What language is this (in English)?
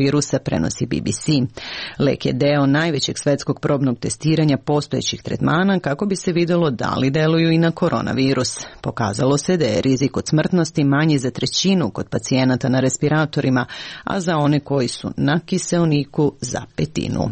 Serbian